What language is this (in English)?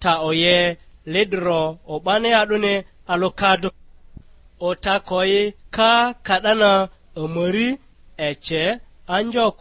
Lugbara